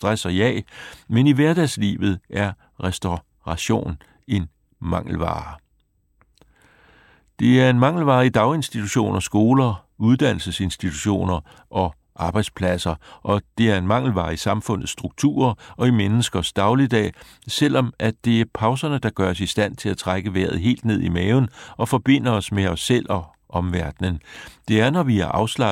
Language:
Danish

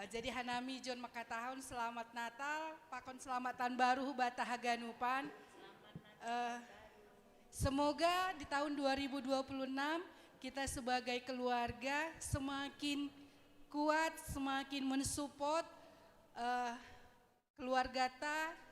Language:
Batak Simalungun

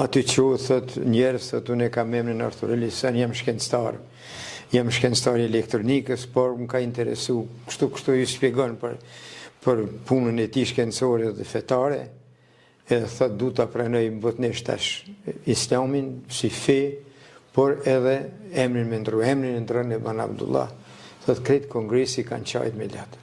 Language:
Albanian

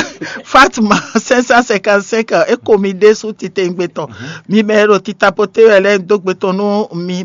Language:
Fon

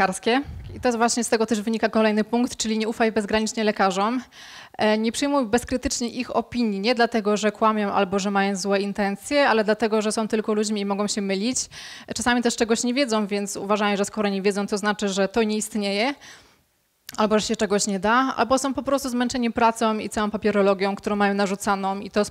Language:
Polish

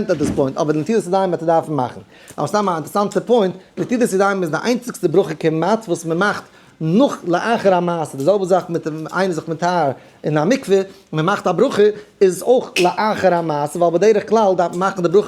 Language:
Yiddish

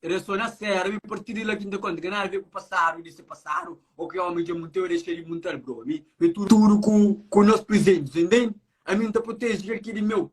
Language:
Kabuverdianu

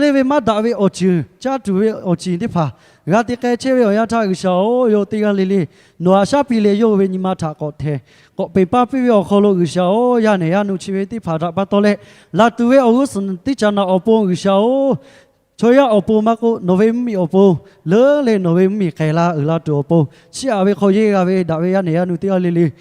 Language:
Lahu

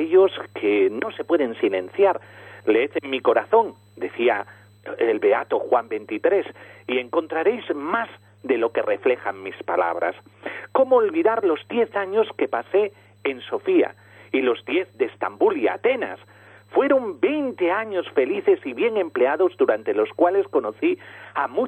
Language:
Spanish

